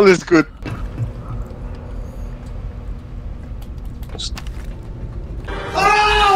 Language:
Danish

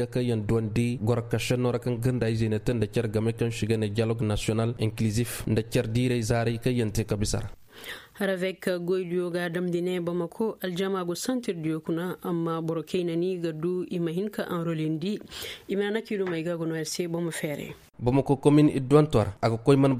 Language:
Koyraboro Senni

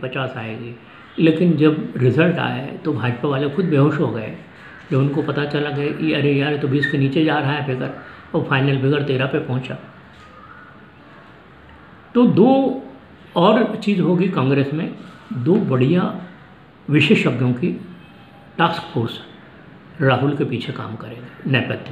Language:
Hindi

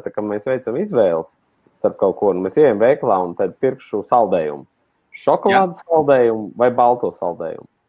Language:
Latvian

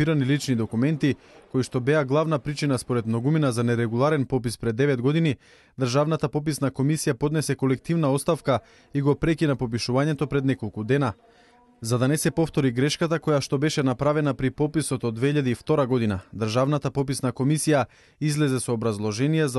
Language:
Macedonian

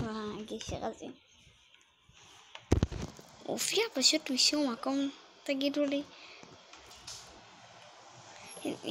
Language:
Hebrew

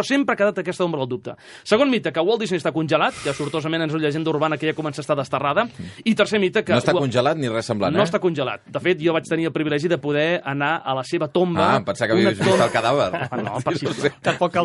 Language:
Catalan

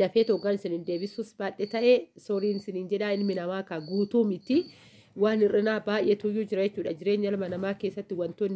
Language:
Oromo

